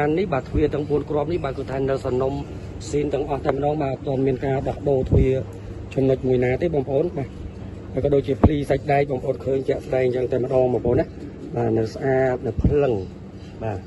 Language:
Khmer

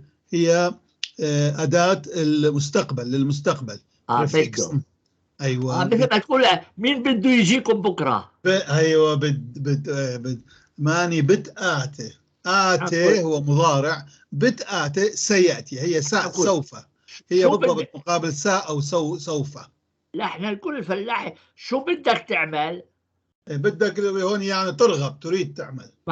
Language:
North Levantine Arabic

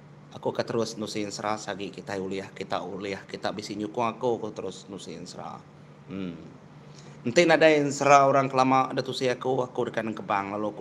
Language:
Iban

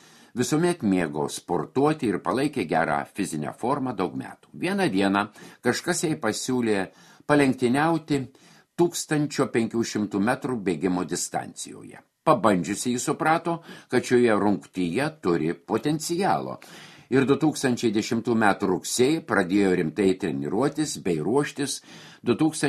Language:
Lithuanian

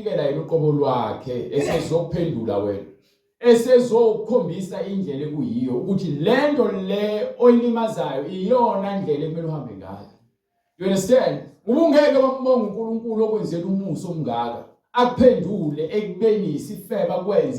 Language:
Zulu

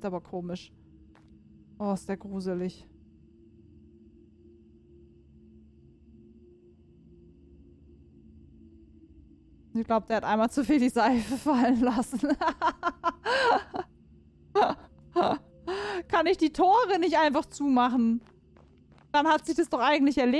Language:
German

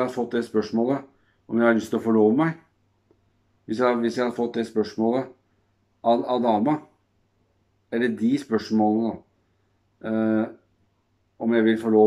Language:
Norwegian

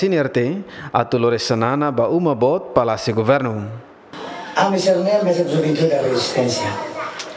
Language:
Tetum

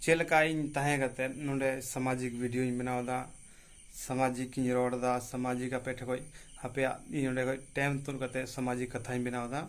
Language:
Santali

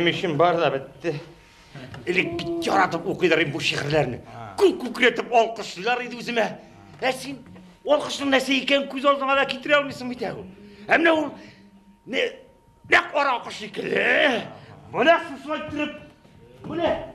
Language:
Tatar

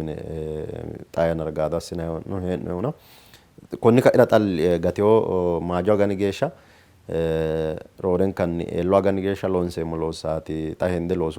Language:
Sidamo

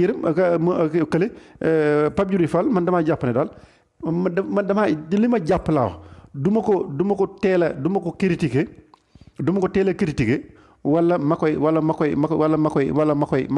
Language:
Wolof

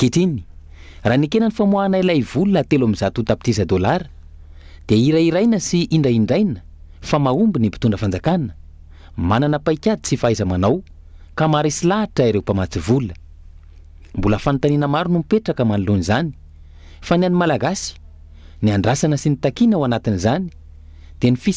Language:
Malagasy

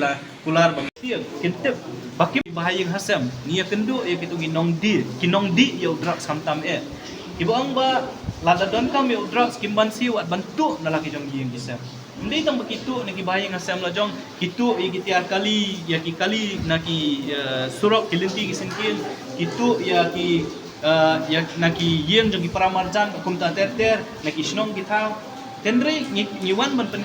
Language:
Khasi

